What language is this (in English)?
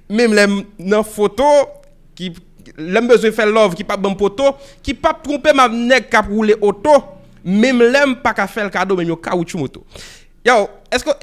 Haitian Creole